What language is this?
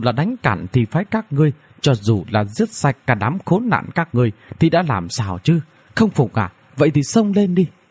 Vietnamese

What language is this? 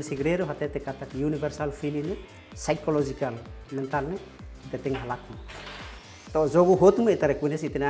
Tetum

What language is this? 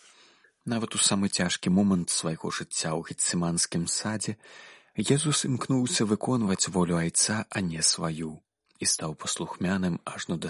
Belarusian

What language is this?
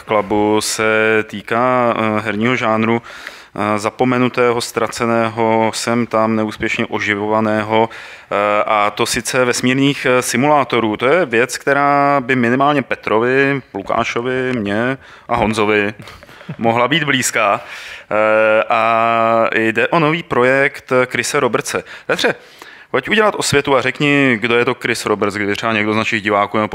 Czech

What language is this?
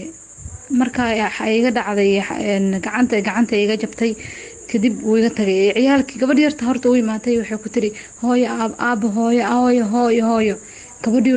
Somali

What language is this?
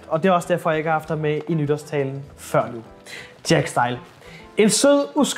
Danish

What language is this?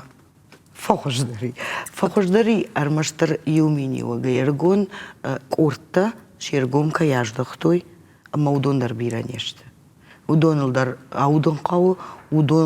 Ossetic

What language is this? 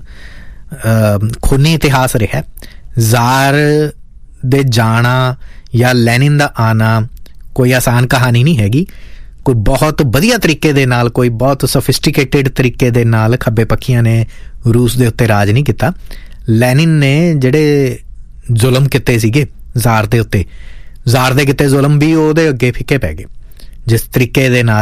Punjabi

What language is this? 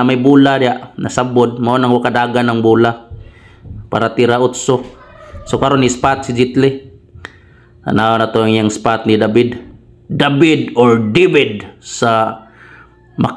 Cebuano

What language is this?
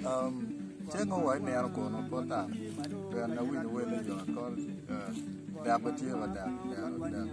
Acoli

